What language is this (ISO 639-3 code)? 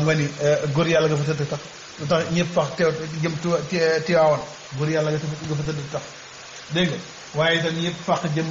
wol